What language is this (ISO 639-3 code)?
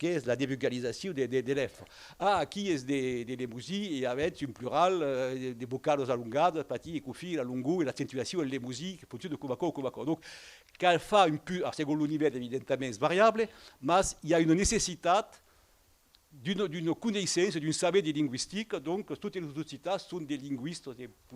oci